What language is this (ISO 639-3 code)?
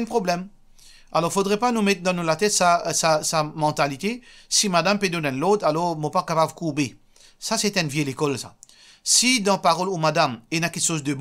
mfe